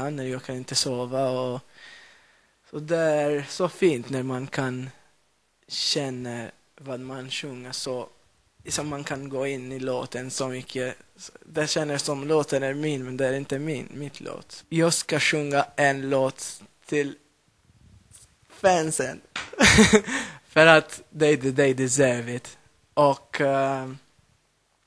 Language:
Swedish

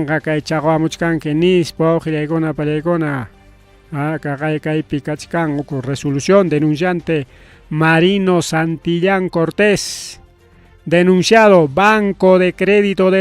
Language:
Ayacucho Quechua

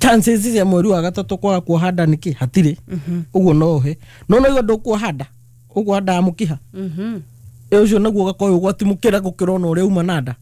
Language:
Kikuyu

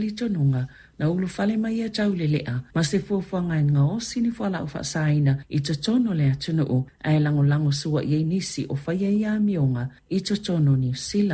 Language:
Samoan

